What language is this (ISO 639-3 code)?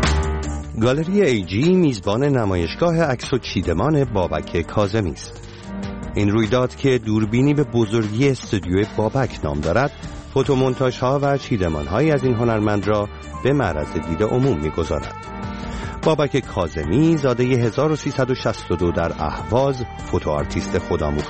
fas